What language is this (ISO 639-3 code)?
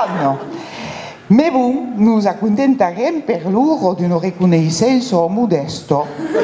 oci